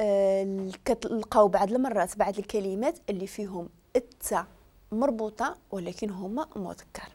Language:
Moroccan Arabic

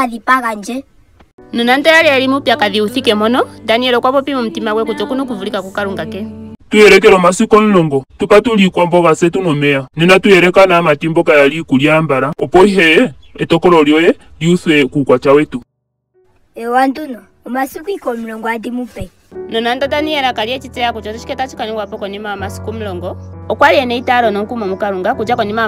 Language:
Ndonga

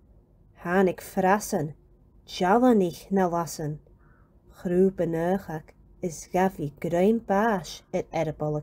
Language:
Scottish Gaelic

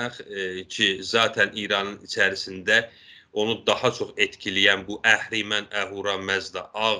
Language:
South Azerbaijani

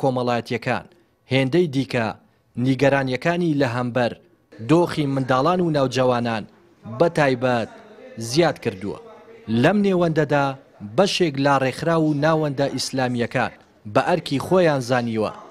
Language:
Central Kurdish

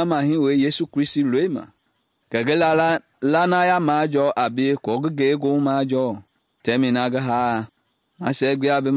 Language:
Mende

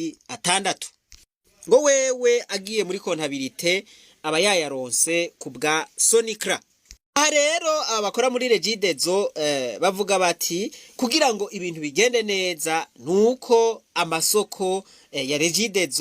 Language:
Rundi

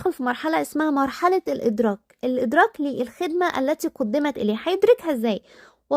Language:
Egyptian Arabic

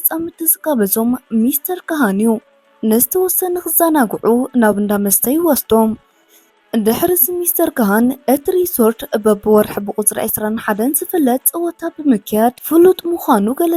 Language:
Tigrinya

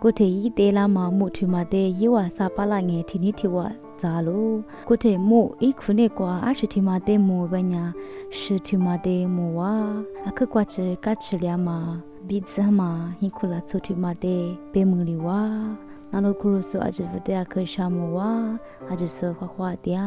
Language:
Lisu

